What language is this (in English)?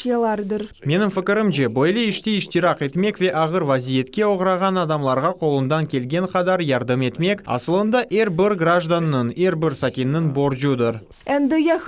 Crimean Tatar